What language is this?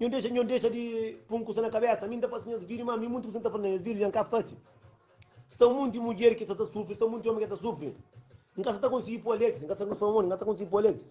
Kabuverdianu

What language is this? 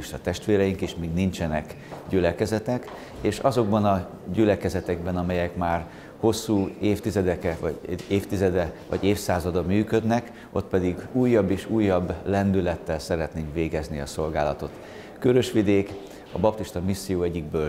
Hungarian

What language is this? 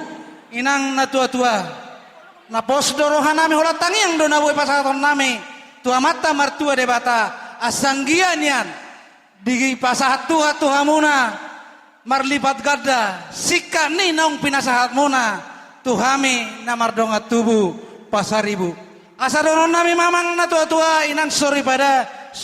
Batak Toba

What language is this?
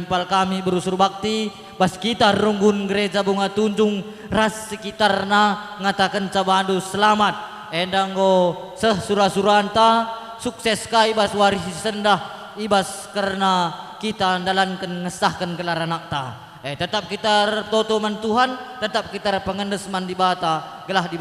Batak Karo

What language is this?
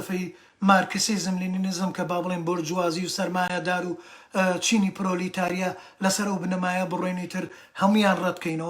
Central Kurdish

